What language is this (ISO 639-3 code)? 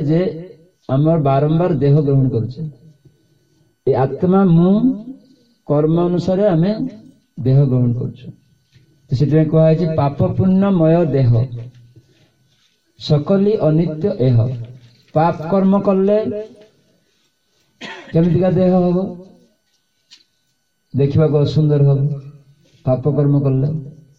ori